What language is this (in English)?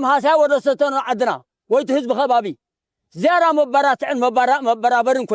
Tigrinya